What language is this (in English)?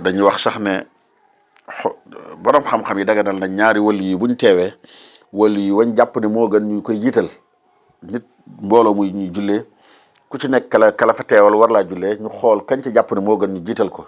Wolof